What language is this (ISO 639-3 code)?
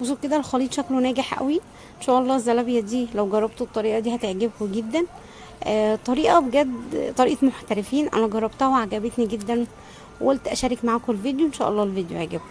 arz